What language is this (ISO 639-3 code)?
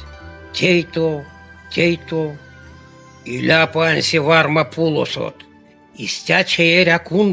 myv